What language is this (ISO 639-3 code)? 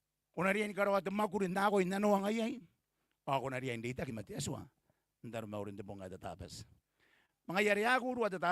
gil